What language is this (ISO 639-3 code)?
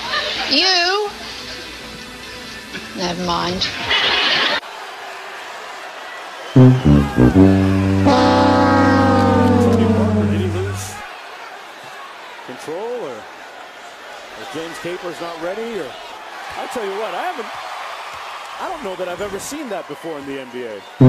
eng